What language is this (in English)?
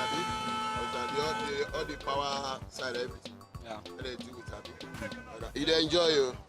Nigerian Pidgin